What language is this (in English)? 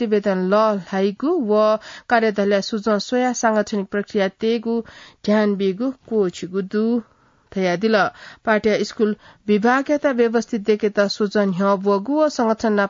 Newari